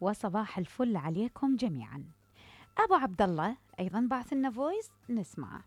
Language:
Mesopotamian Arabic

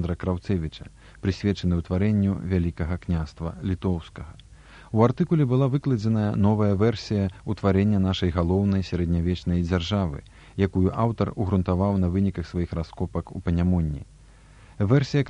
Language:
Belarusian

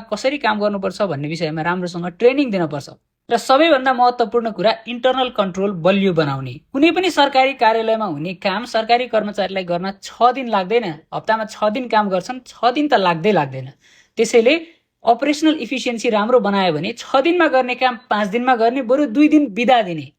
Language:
Nepali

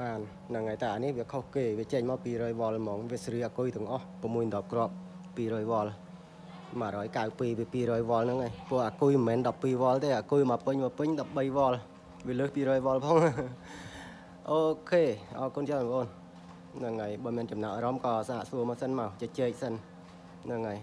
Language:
Khmer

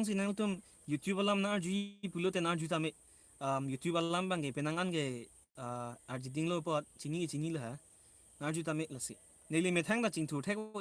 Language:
Karbi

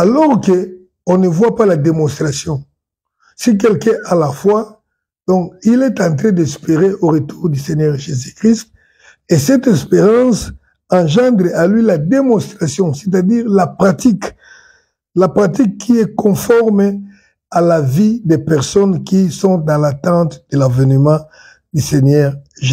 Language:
French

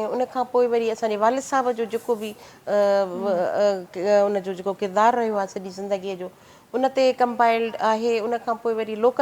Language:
Sindhi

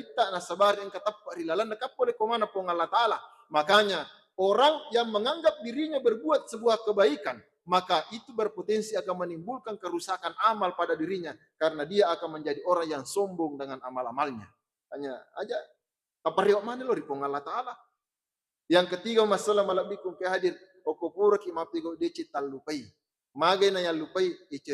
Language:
Buginese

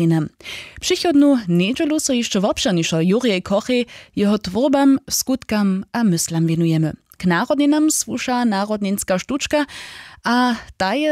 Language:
Upper Sorbian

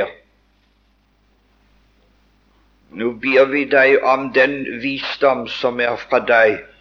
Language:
Norwegian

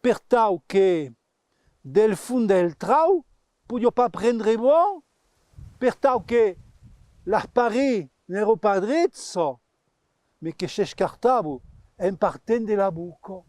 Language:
Occitan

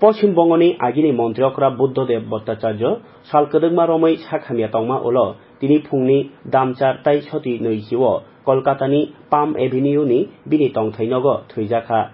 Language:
Kok Borok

